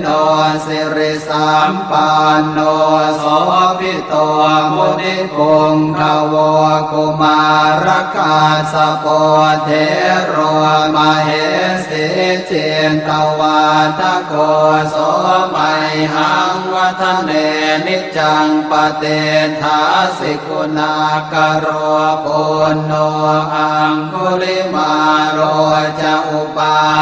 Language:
Pali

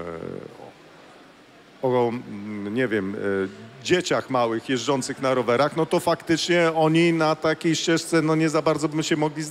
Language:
Polish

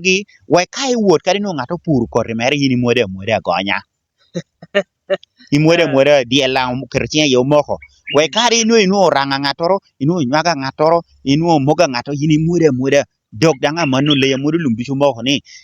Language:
Lango (Uganda)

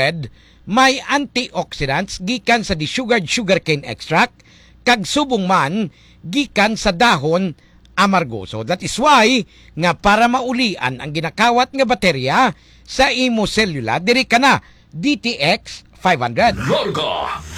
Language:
Hiligaynon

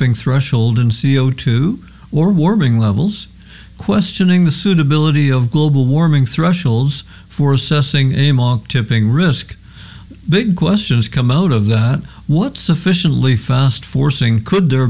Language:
English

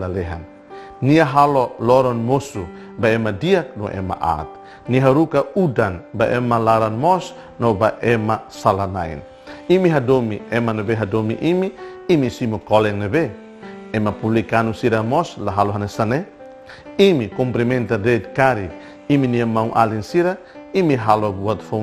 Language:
Tetum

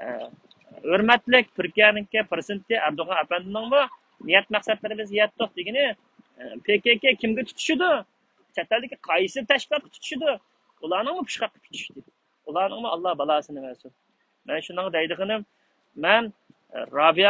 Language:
Uyghur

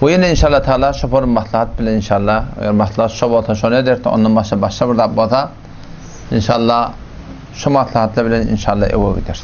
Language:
Turkmen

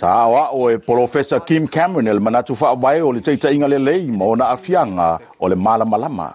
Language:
Samoan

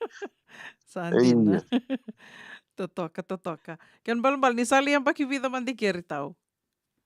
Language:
Fijian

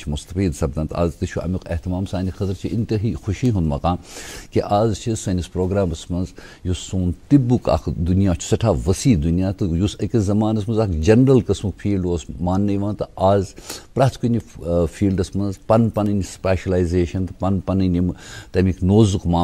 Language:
Kashmiri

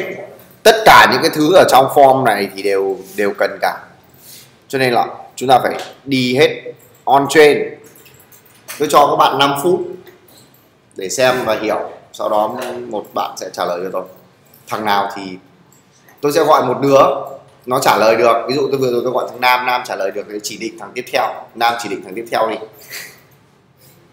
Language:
Vietnamese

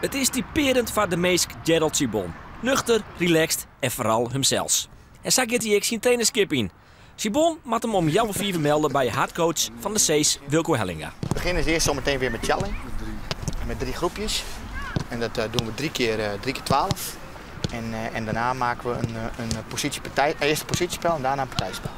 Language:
Western Frisian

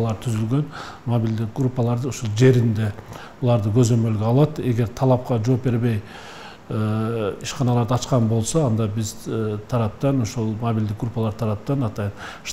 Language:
Kyrgyz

